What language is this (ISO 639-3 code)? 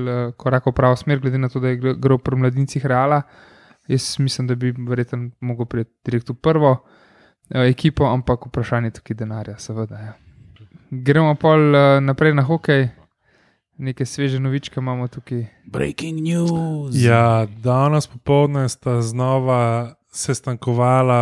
slv